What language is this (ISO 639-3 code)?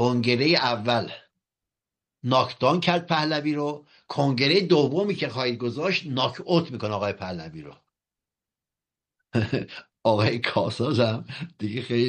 fas